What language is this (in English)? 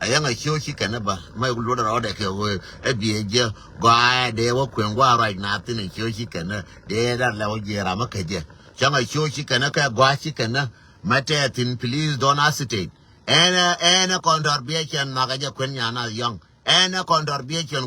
Nuer